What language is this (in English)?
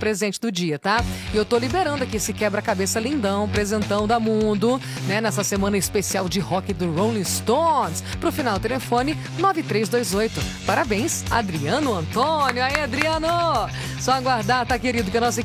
Portuguese